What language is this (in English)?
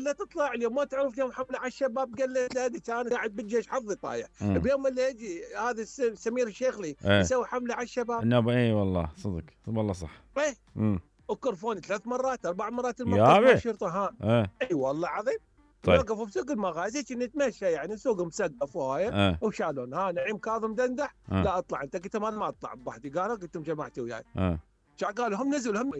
Mesopotamian Arabic